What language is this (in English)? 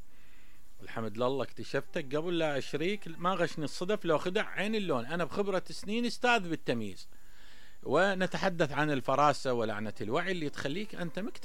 Mesopotamian Arabic